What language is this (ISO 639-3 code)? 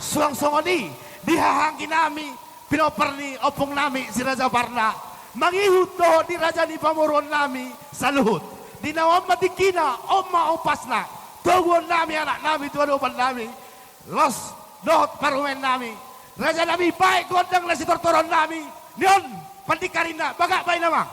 bbc